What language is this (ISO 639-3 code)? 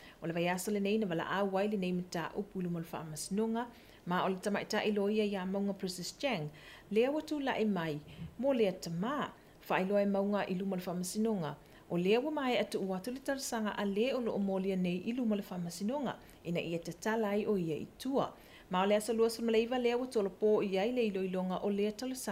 smo